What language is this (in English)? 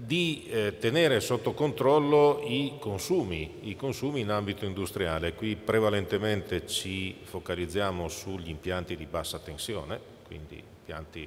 Italian